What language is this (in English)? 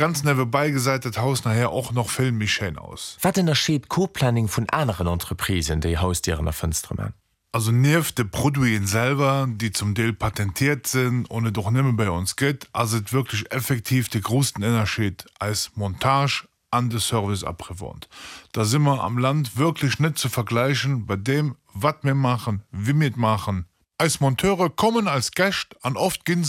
Luxembourgish